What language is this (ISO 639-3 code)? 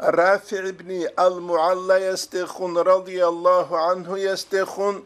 ava